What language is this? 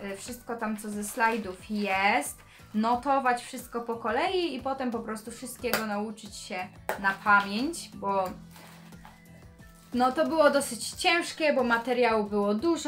Polish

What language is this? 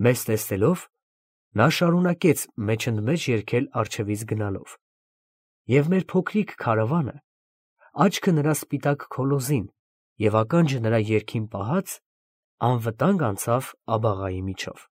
Armenian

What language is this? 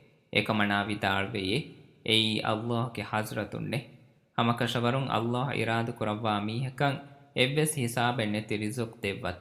Divehi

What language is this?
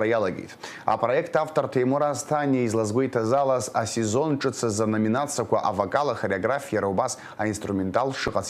Abkhazian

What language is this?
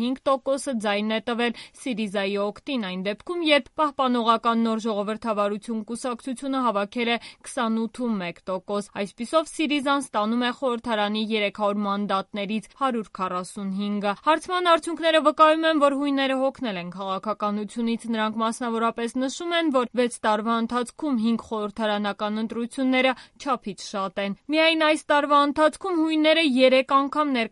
Armenian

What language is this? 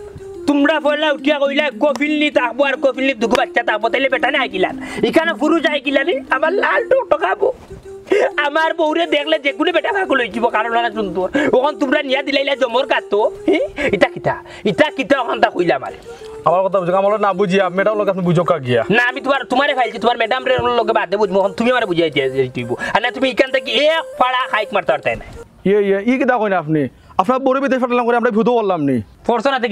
Sylheti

